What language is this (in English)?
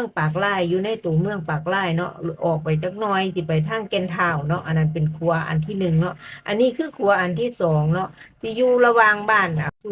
Lao